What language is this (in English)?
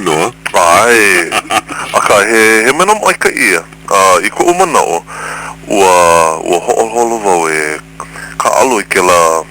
Hawaiian